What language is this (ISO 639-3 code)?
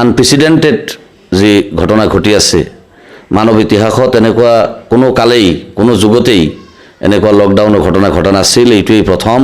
asm